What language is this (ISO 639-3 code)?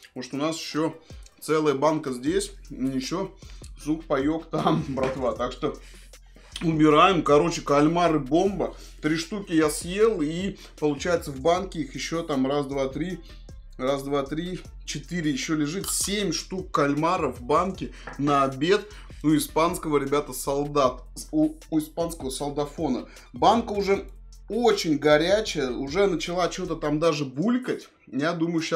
rus